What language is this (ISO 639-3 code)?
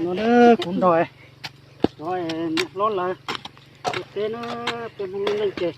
hmn